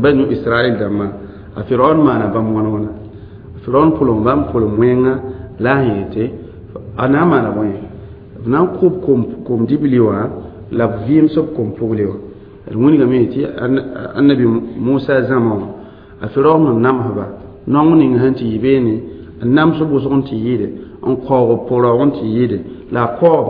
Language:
Mossi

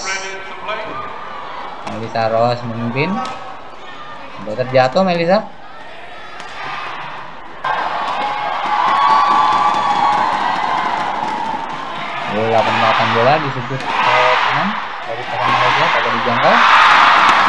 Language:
Indonesian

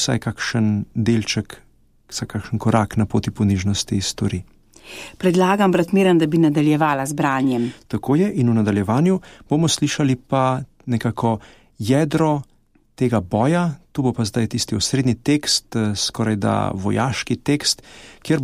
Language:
Slovenian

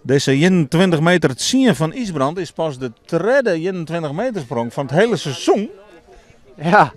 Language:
Western Frisian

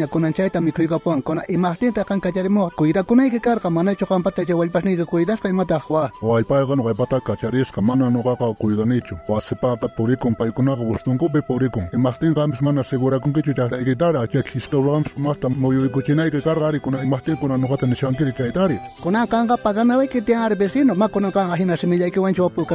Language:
South Bolivian Quechua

